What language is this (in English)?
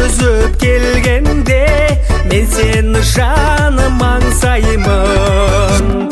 Kazakh